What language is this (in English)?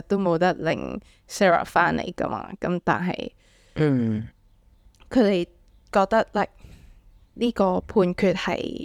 Cantonese